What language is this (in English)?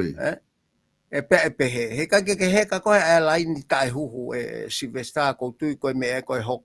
Tongan